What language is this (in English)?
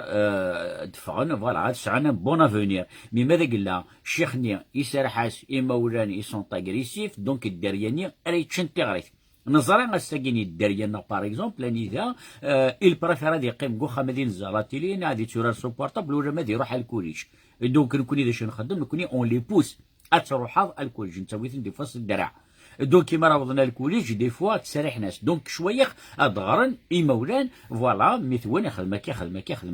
Kabyle